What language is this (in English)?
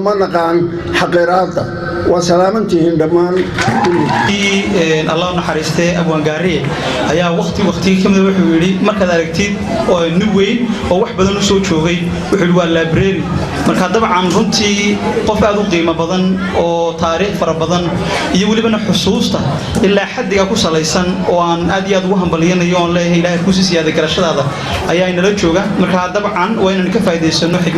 Somali